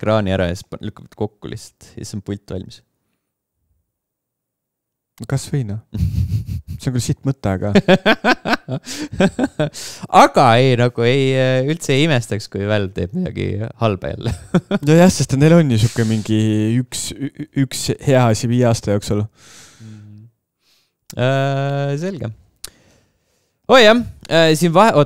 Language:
Estonian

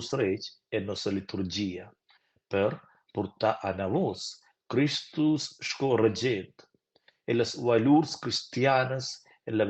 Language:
Romansh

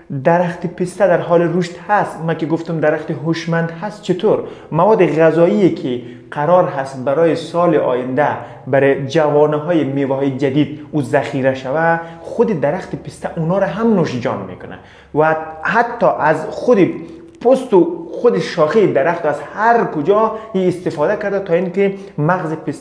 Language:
Persian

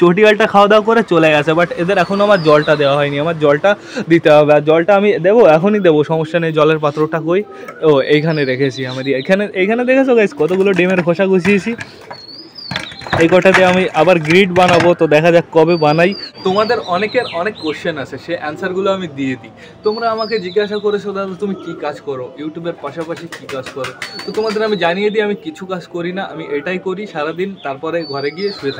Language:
Bangla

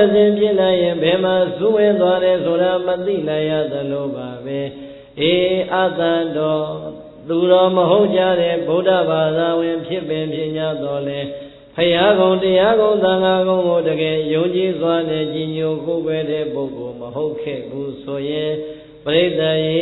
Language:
Burmese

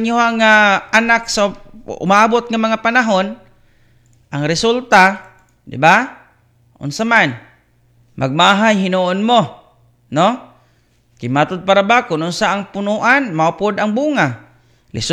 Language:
Cebuano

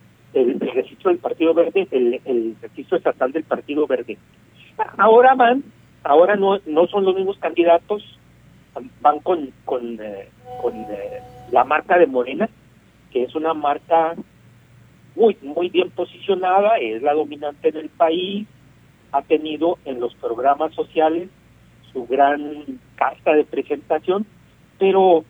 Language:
Spanish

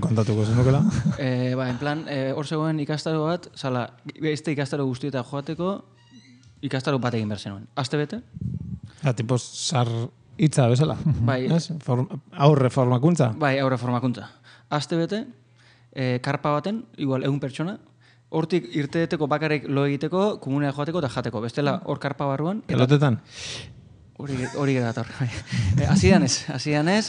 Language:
Basque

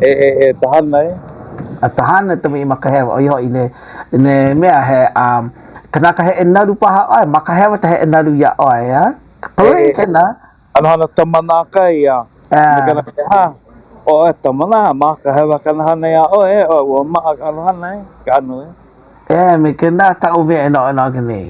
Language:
Hawaiian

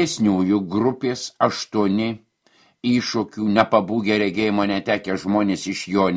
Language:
Lithuanian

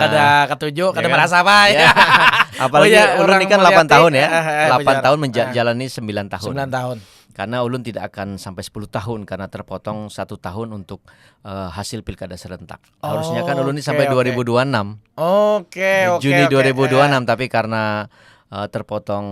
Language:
Banjar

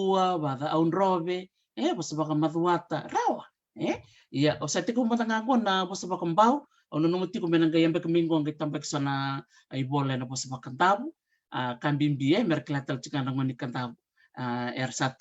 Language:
Fijian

